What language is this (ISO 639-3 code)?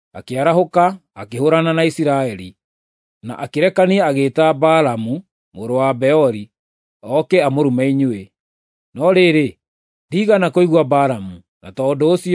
kik